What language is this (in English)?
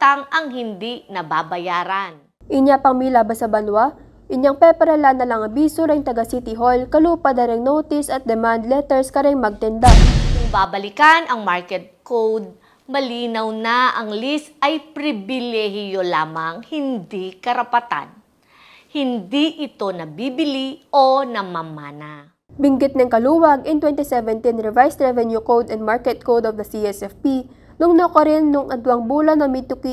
Pampanga